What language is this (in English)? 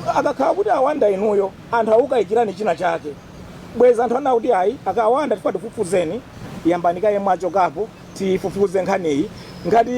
Nyanja